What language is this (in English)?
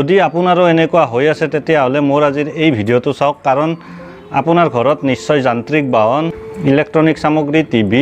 Assamese